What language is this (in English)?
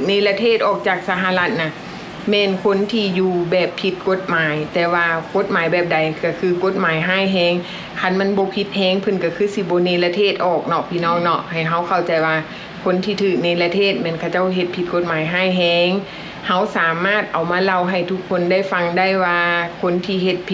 Lao